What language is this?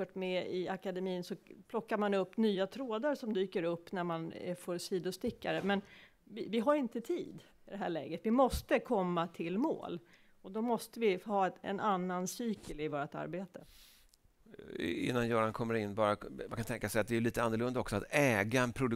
Swedish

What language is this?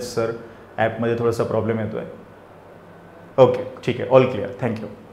Marathi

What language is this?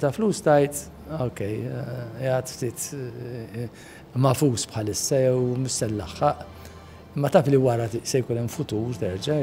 Maltese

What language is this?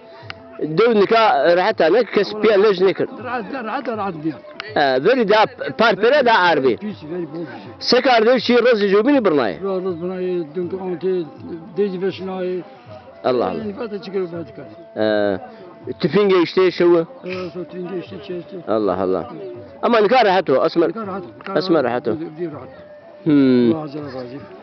Zaza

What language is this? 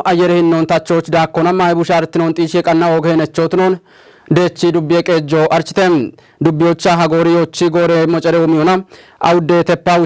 Kafa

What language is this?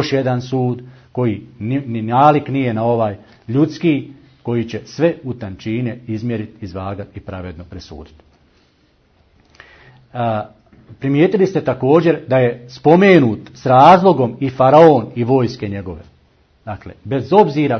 Bosnian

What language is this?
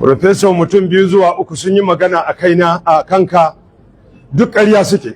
Hausa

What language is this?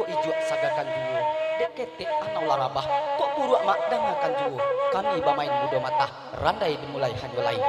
Minangkabau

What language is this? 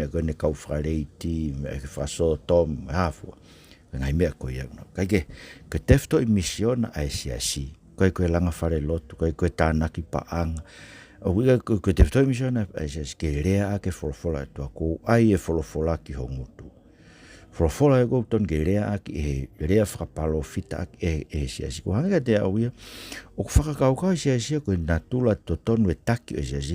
Tongan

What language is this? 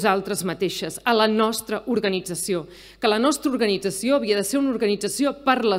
Catalan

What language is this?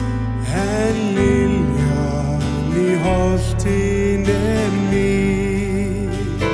Icelandic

